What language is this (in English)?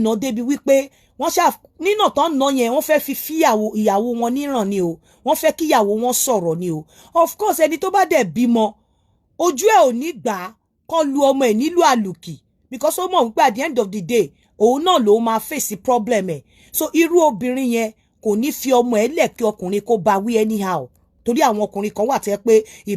Yoruba